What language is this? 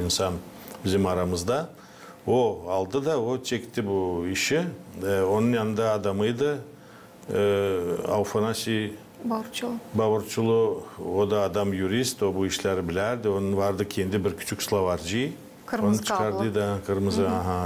Gagauz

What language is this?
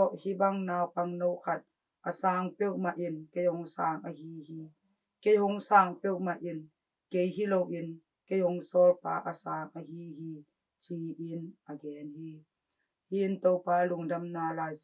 Tedim Chin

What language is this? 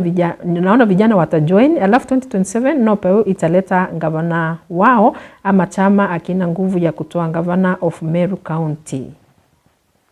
Meru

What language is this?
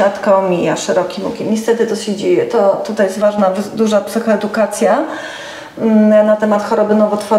Polish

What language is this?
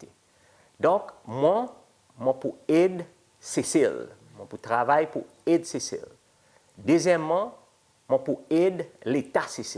Seselwa Creole French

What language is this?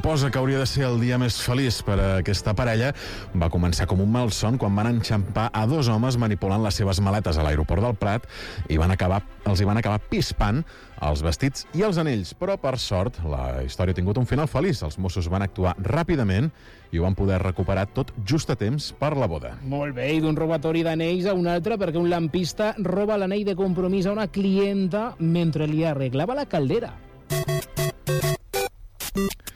Catalan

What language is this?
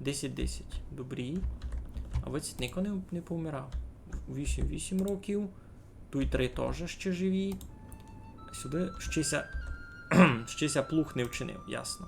Rusyn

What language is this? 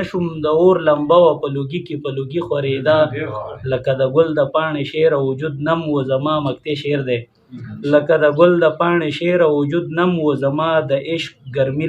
Pashto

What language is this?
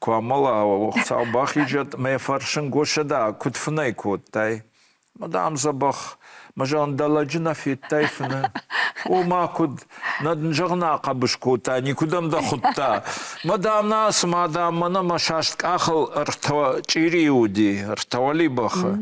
Ossetic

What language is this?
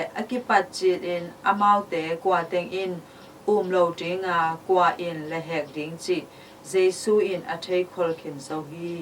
Tedim Chin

